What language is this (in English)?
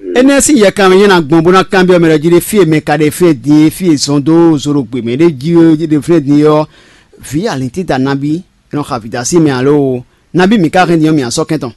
Fon